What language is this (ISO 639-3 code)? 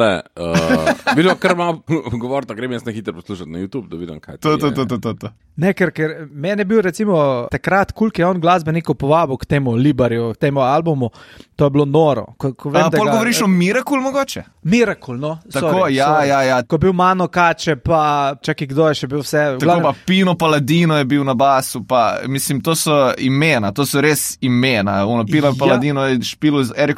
slv